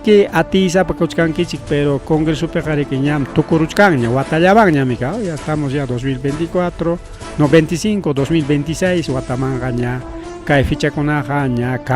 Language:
Ayacucho Quechua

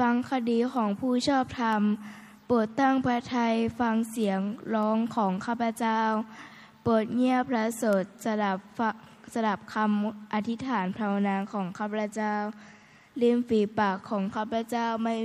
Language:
Thai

